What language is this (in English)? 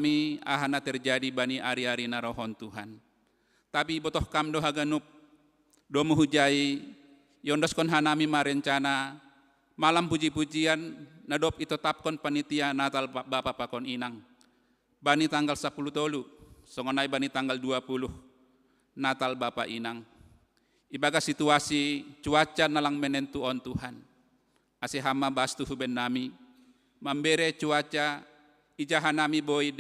Batak Simalungun